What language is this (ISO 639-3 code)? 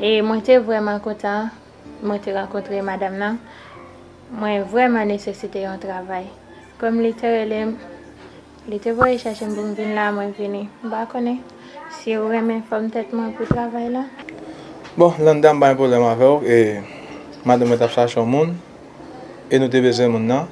hat